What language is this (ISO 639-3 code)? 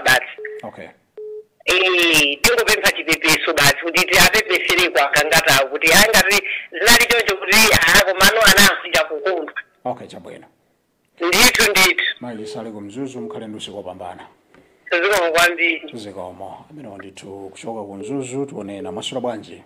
nya